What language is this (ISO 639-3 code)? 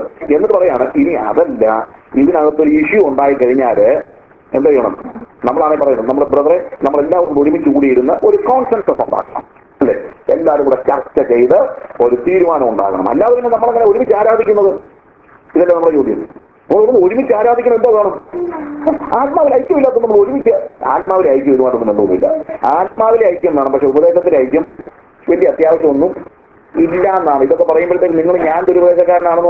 mal